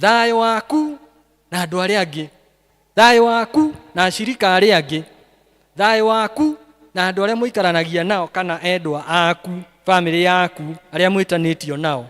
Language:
Kikuyu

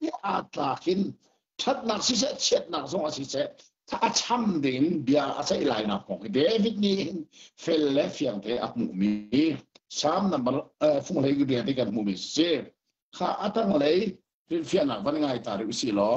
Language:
Hakha Chin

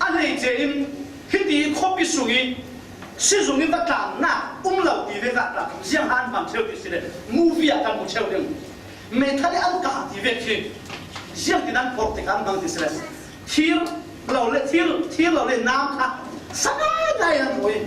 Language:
Falam Chin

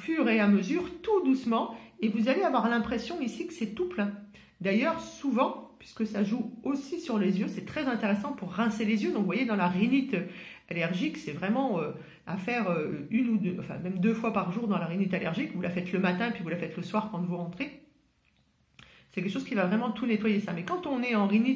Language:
French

